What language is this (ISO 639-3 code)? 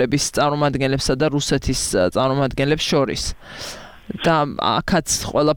kat